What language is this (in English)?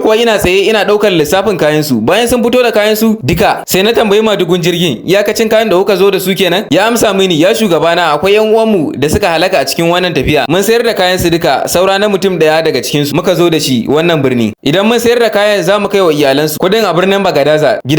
Hausa